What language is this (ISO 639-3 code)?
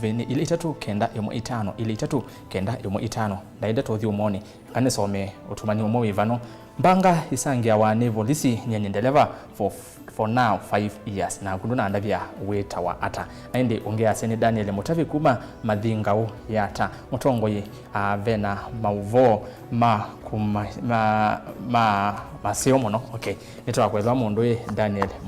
kam